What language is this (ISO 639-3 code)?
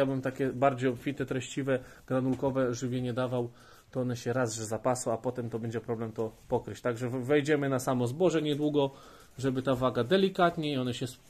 pol